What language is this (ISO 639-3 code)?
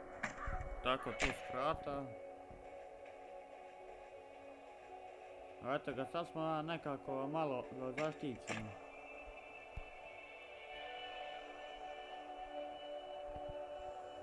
hrv